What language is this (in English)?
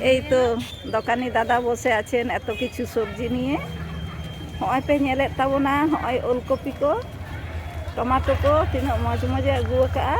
Santali